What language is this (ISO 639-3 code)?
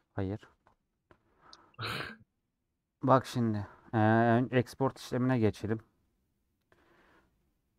tur